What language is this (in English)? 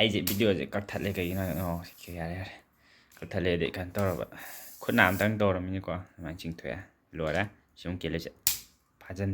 Manipuri